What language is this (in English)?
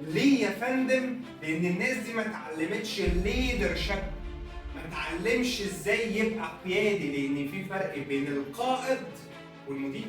Egyptian Arabic